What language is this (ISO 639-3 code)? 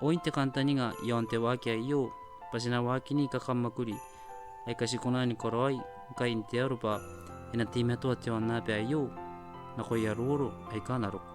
gil